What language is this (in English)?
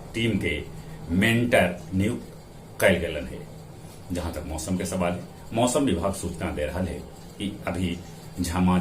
Magahi